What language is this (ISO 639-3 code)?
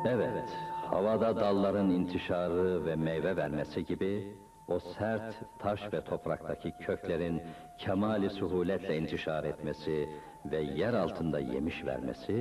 ota